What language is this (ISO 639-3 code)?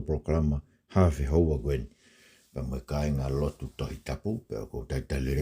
ton